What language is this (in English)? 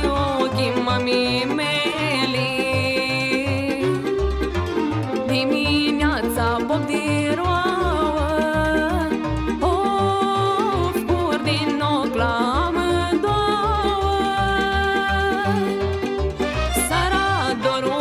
Romanian